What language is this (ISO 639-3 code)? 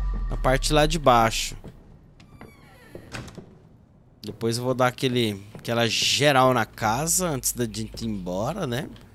por